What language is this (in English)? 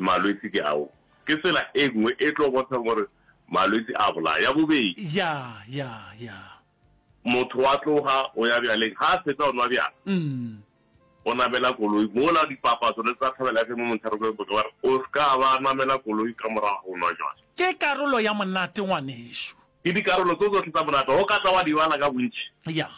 Northern Sotho